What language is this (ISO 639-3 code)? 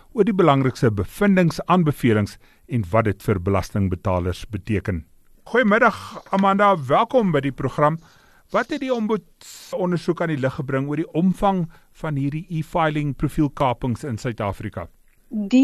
afr